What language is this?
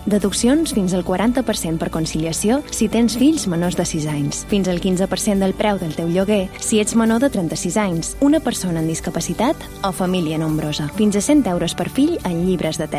Catalan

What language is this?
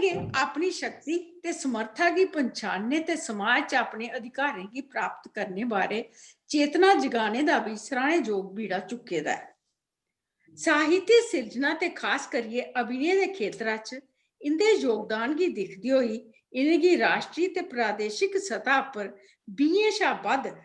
Dogri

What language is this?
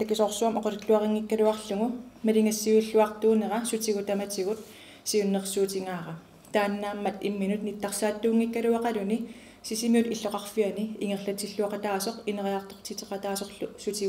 Kalaallisut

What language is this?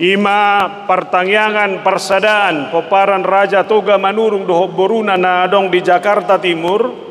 Batak Toba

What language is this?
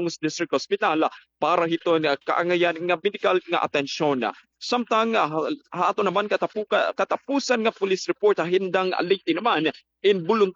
Waray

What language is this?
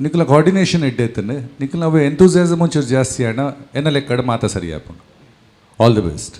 Tulu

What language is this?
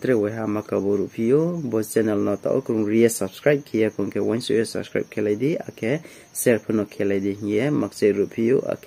Riang (India)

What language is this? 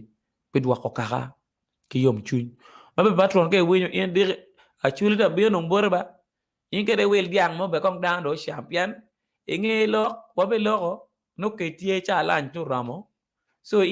Acoli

